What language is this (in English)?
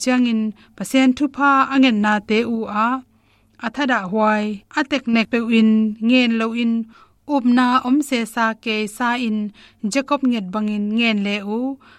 Tedim Chin